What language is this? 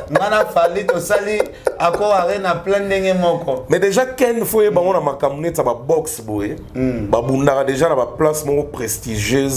Lingala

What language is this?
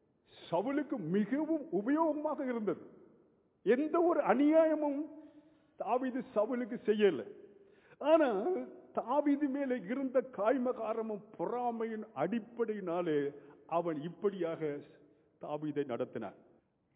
Tamil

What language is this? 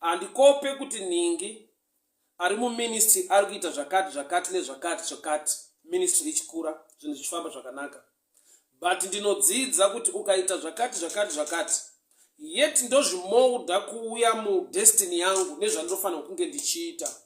Shona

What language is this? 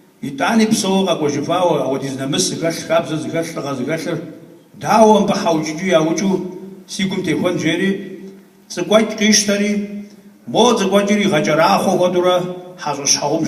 Kabardian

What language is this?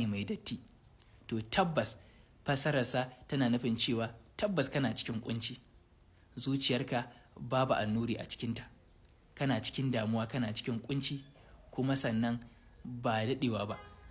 Hausa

